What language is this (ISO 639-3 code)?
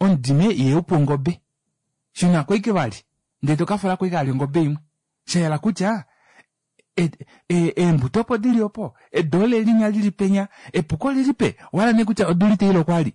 kua